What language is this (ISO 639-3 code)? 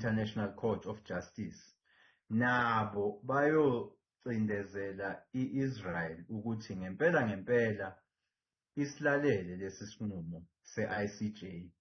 zul